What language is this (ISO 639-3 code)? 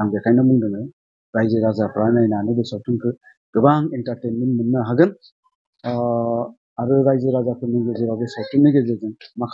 brx